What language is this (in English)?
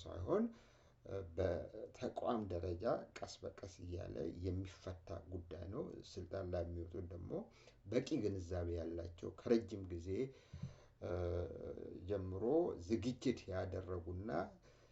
Amharic